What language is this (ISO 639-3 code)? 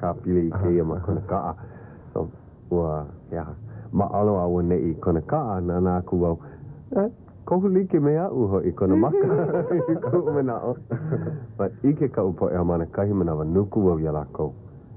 haw